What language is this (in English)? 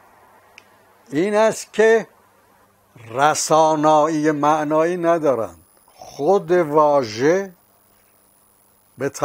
Persian